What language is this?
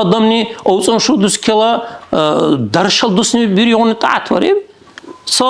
Dargwa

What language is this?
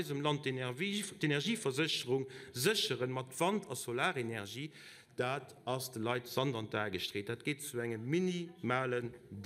Luxembourgish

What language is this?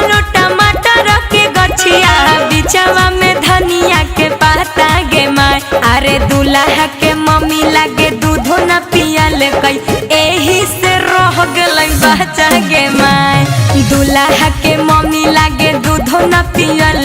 Magahi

